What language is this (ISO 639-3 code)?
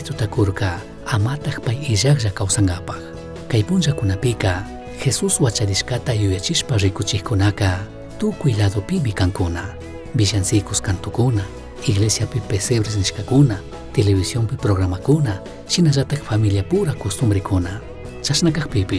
qug